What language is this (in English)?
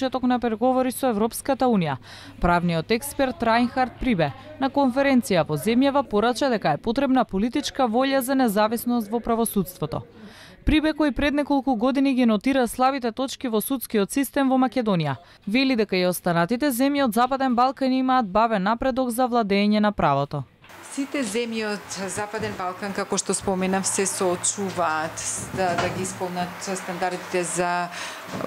Macedonian